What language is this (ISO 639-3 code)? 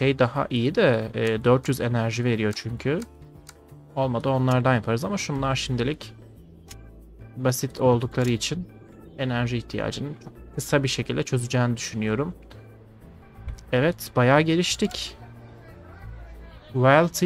tur